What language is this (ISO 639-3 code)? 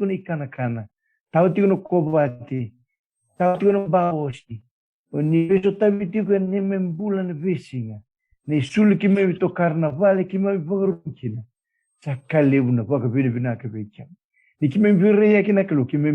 fij